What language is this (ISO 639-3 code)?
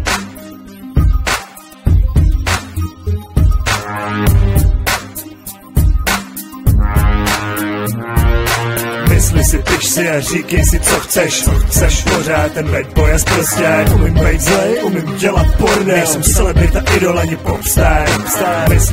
ces